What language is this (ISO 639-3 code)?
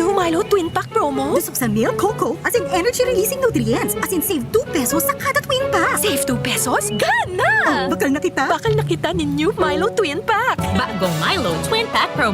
bik